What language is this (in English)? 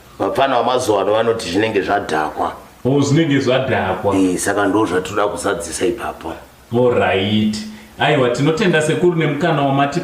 Shona